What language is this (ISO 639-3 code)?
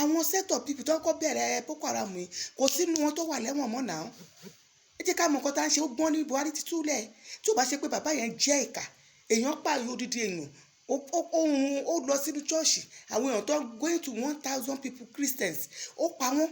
yor